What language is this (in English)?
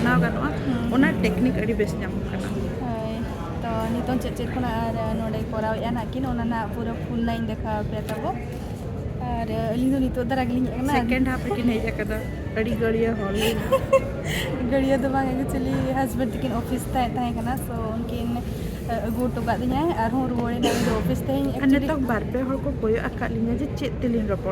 Santali